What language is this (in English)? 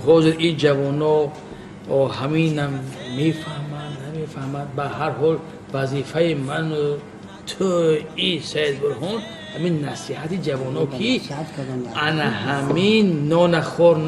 Tajik